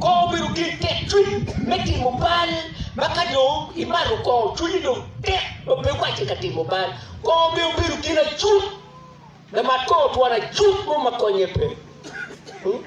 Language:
Acoli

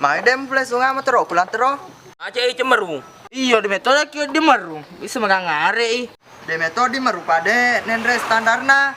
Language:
Buginese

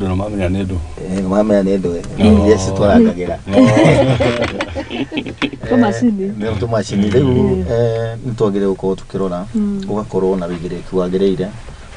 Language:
Kikuyu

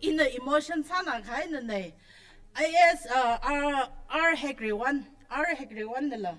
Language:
Tangkhul Naga (India)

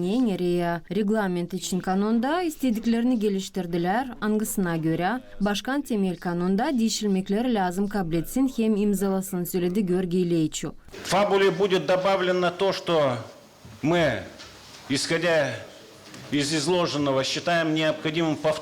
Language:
Gagauz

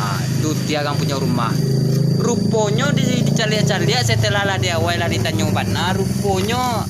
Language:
Minangkabau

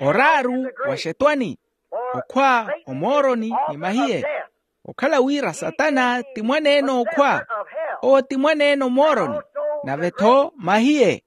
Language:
Makhuwa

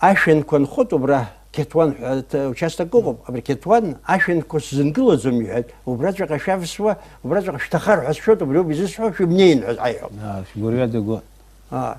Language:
Abkhazian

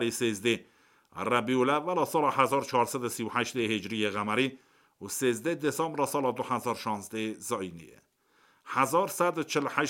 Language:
Kurdish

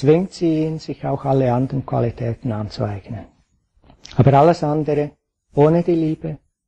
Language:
German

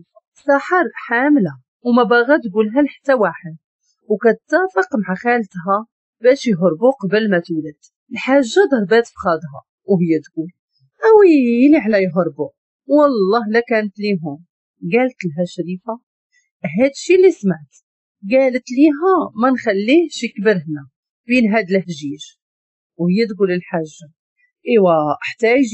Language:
Moroccan Arabic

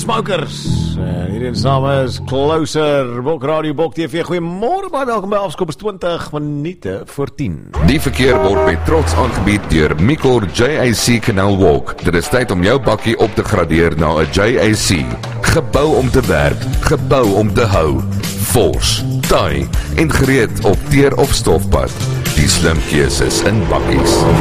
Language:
Afrikaans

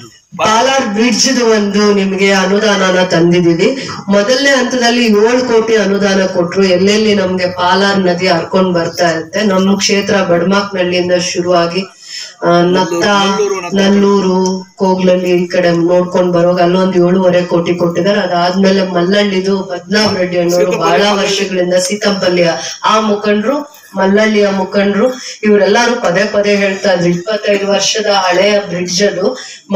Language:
Kannada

